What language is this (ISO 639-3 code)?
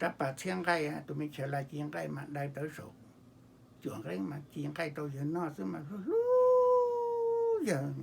hmn